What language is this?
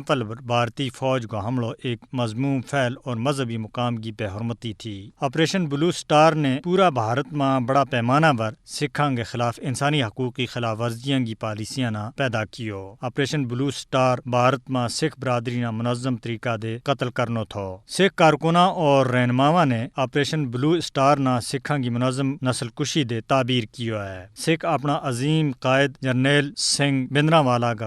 Gujari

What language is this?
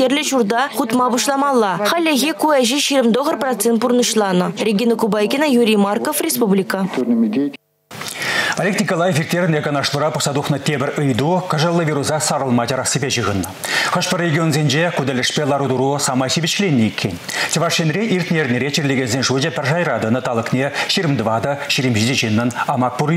Chuvash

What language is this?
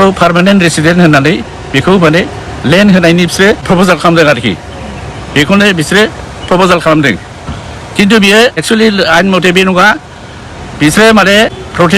Bodo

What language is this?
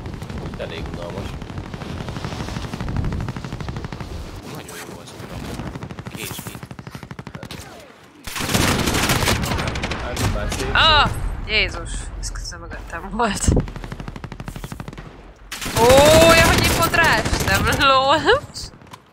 Hungarian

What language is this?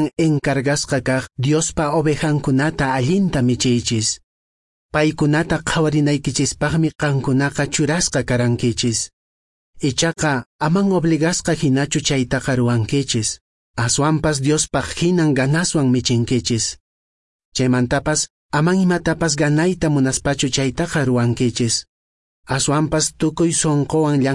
Quechua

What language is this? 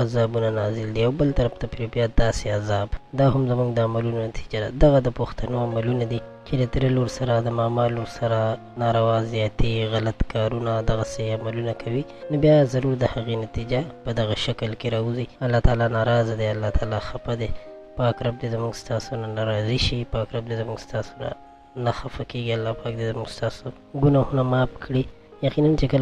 Pashto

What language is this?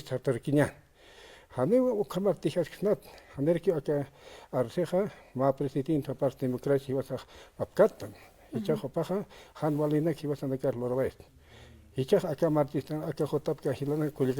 Aymara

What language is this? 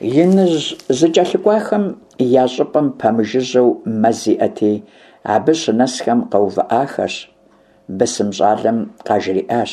Kabardian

